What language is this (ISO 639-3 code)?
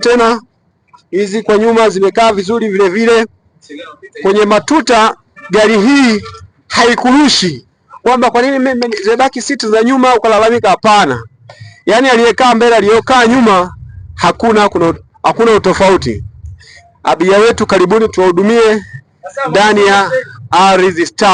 swa